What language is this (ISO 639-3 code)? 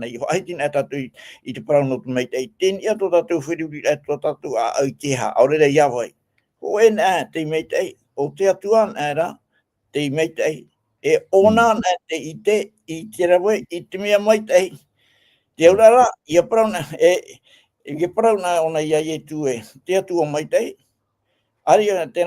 tah